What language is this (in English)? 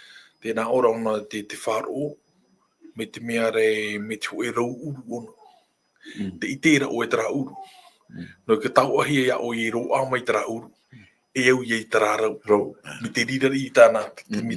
Tahitian